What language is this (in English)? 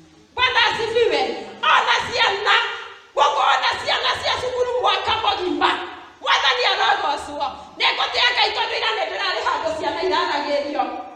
Kikuyu